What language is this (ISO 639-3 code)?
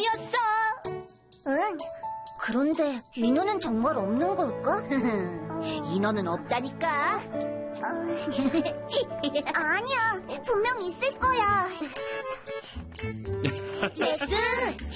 kor